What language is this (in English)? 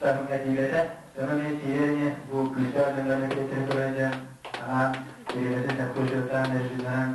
Yakut